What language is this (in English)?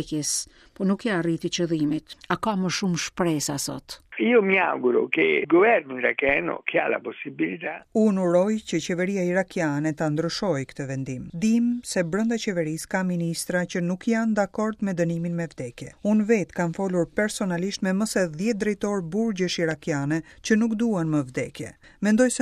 Albanian